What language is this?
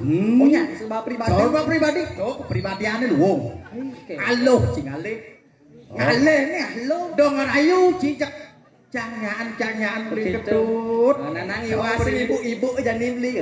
Balinese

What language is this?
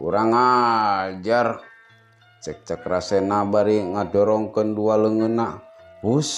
Sundanese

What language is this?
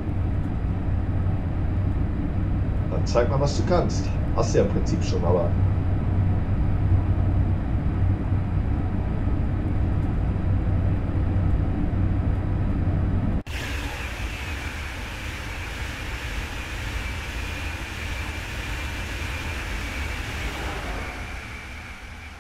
German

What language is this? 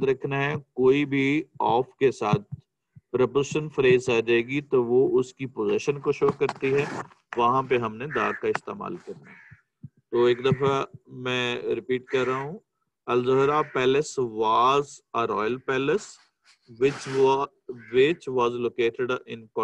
Urdu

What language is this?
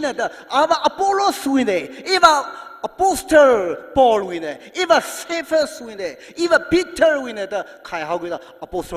Tangkhul Naga (India)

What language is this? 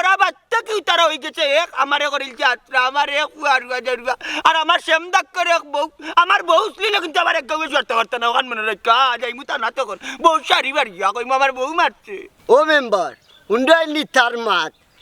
Sylheti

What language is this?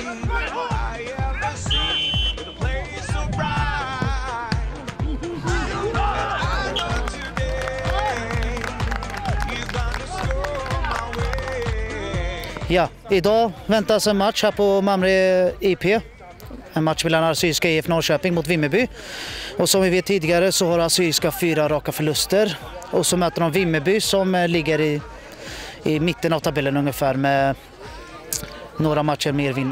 Swedish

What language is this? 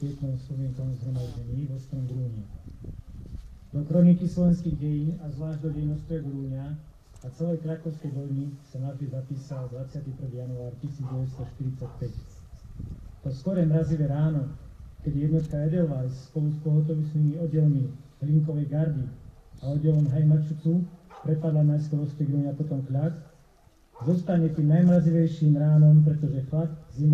Slovak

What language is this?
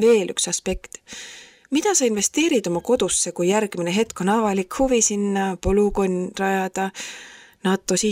Estonian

